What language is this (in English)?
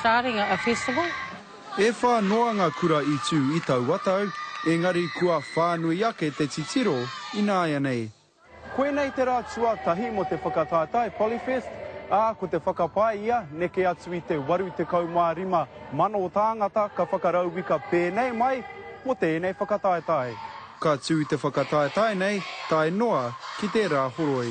Māori